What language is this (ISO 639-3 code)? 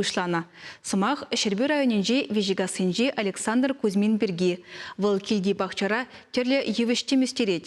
chv